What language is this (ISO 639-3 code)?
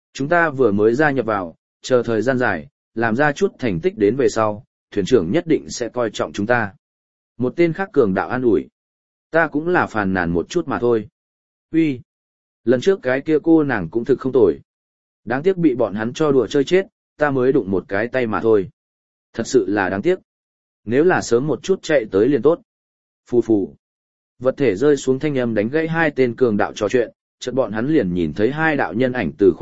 vie